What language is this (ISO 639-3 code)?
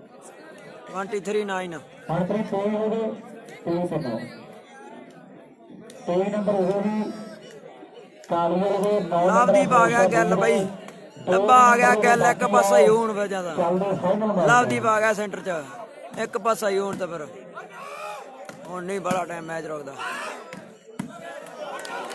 pan